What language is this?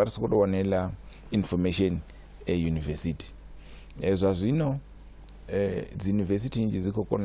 Venda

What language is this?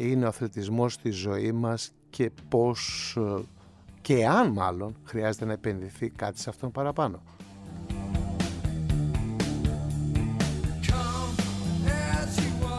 Greek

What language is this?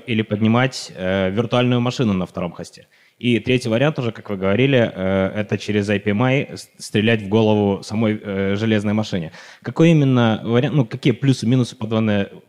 Russian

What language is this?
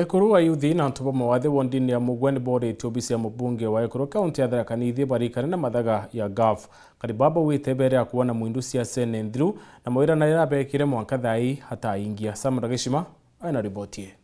Meru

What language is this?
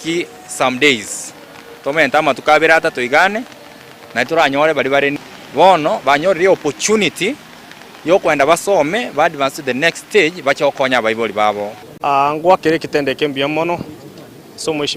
Gusii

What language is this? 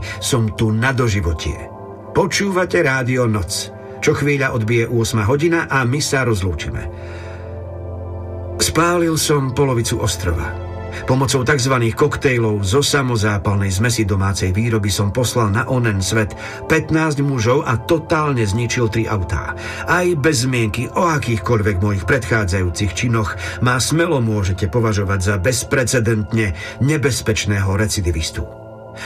Slovak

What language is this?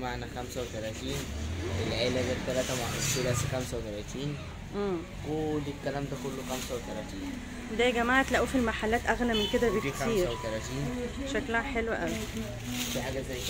Egyptian Arabic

